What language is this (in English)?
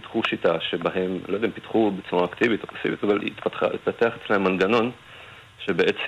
Hebrew